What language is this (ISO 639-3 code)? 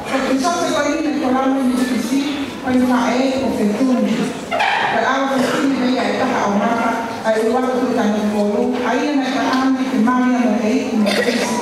ton